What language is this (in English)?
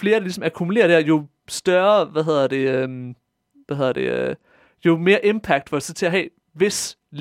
Danish